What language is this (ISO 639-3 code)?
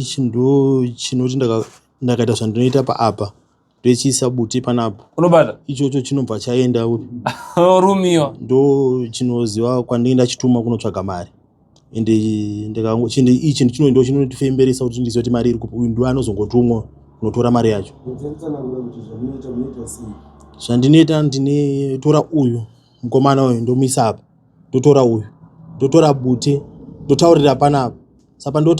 sna